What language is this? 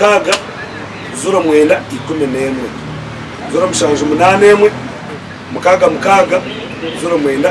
Nyankole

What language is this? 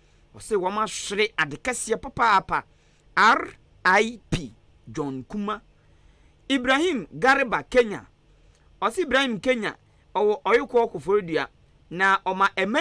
Akan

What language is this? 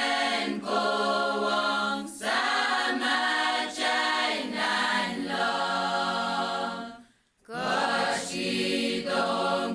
Pohnpeian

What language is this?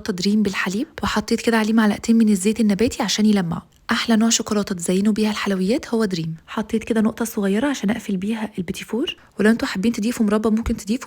Egyptian Arabic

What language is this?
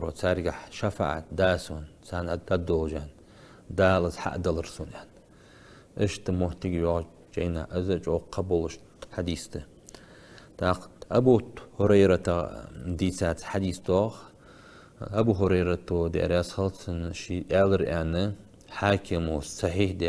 Ingush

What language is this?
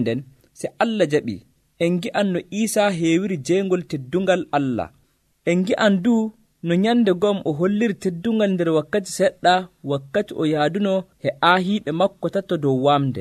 Nigerian Fulfulde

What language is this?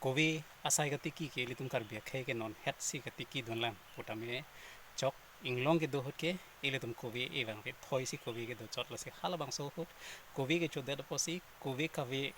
Karbi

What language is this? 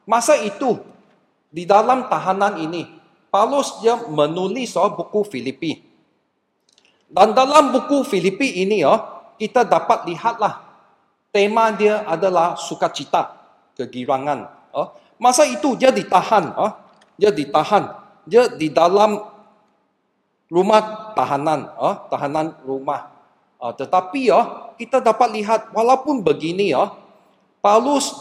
Malay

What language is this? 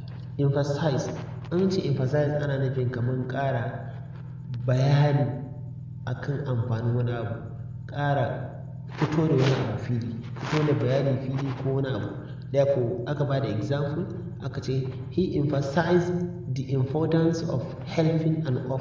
Hausa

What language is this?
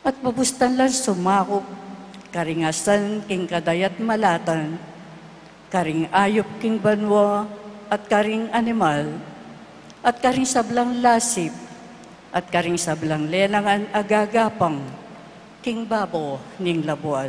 Pampanga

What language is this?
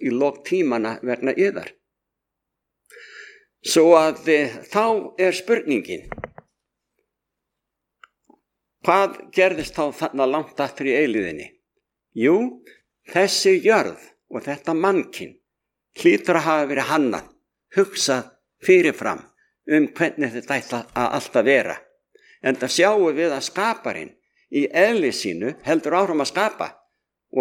Icelandic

